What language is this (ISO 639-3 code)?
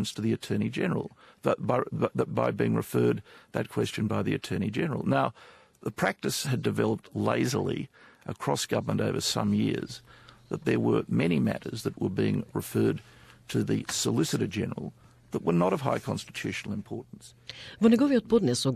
mkd